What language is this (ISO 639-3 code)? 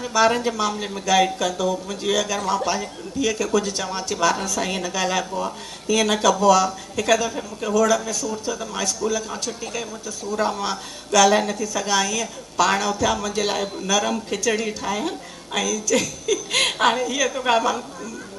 snd